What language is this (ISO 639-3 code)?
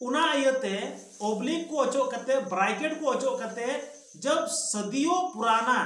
sat